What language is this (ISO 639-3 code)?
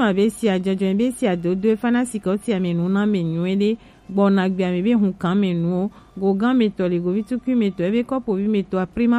gej